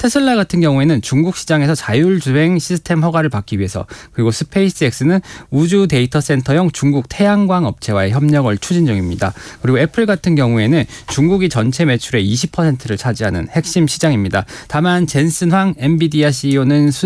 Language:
Korean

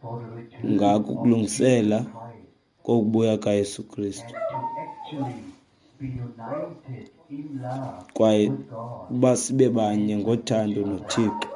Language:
Xhosa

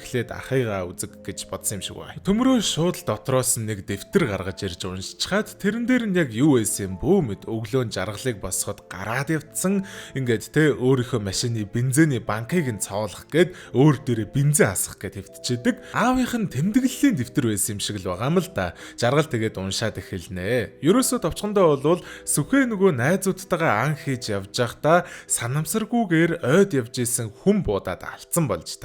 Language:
Mongolian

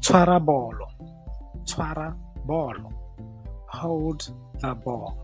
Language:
Tswana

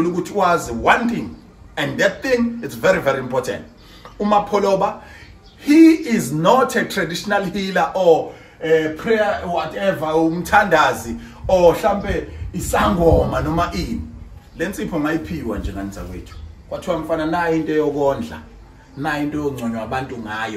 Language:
Zulu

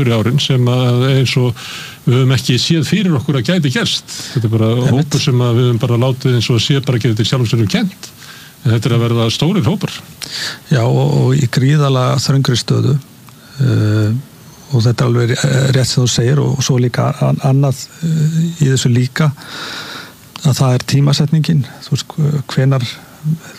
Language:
Icelandic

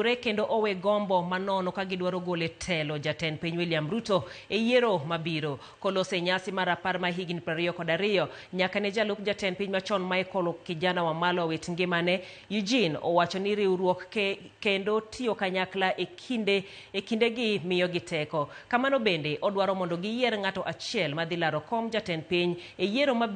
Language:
Luo (Kenya and Tanzania)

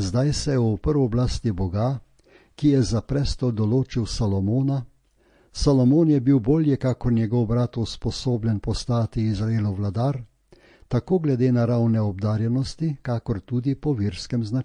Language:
Slovenian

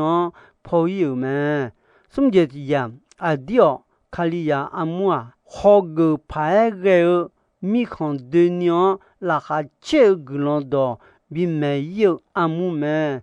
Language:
Akha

